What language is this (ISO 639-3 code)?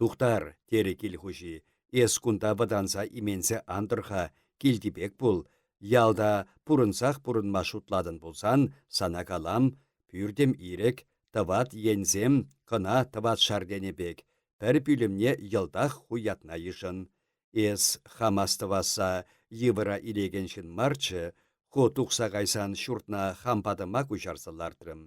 chv